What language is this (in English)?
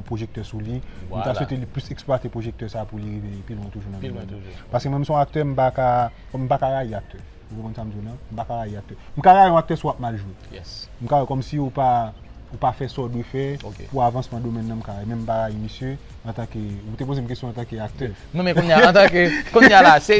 Haitian Creole